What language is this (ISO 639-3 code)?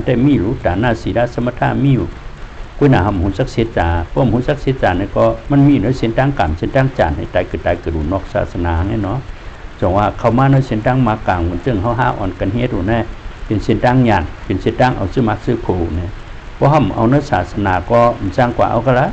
shn